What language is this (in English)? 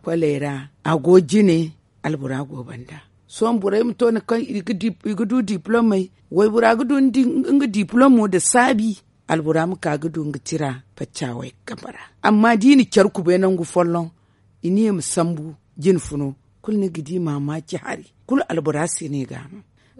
Zarma